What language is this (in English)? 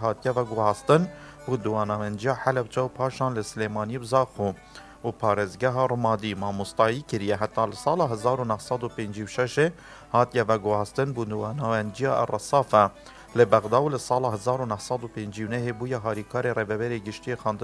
Kurdish